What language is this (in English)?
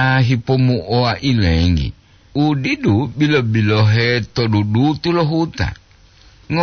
Gorontalo